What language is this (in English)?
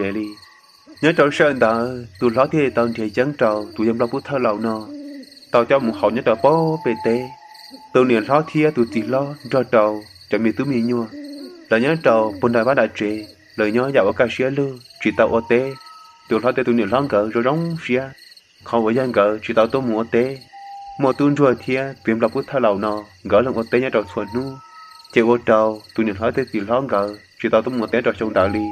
Hmong